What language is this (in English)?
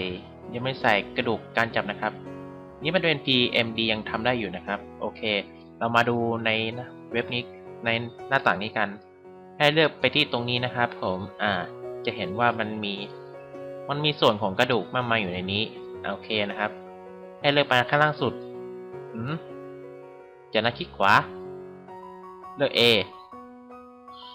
Thai